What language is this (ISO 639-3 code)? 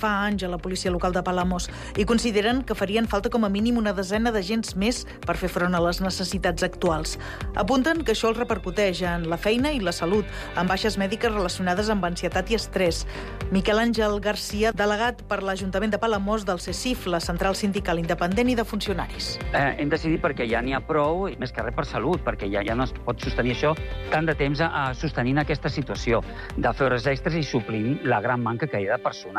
cat